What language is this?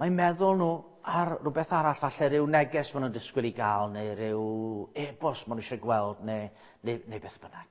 Welsh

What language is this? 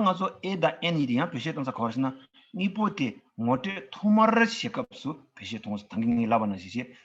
Tibetan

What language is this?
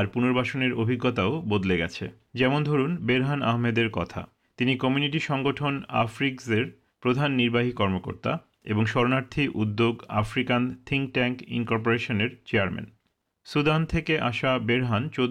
Bangla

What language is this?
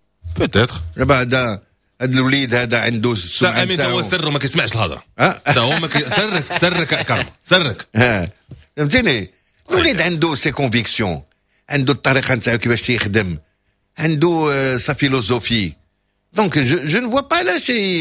Moroccan Arabic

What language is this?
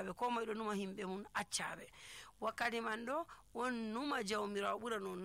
Nigerian Fulfulde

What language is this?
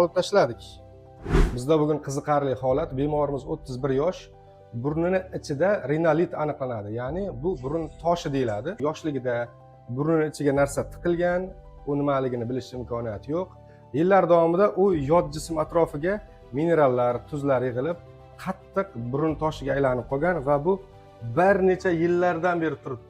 Uzbek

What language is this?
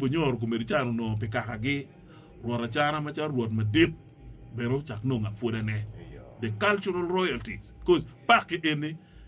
Acoli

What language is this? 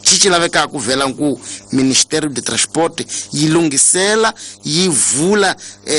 Tsonga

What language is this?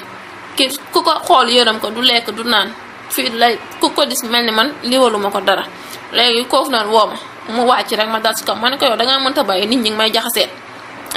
Wolof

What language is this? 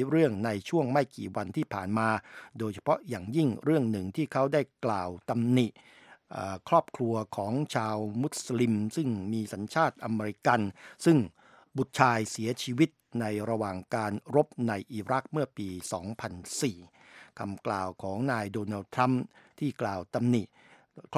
Thai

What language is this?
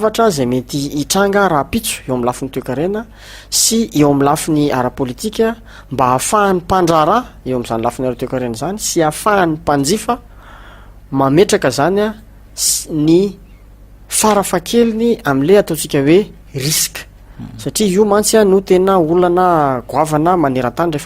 Malagasy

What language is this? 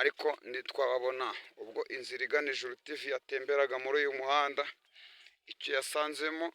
Kinyarwanda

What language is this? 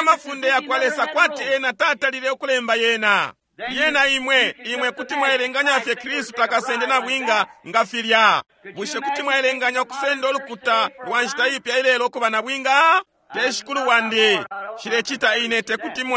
Bemba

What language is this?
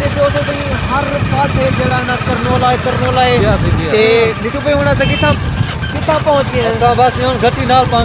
Saraiki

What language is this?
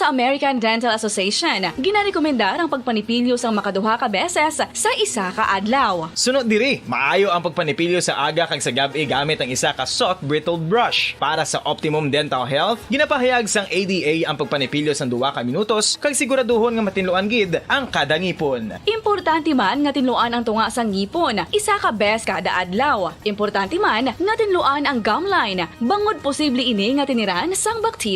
Hiligaynon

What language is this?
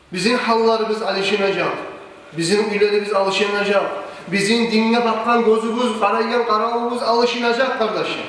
Kumyk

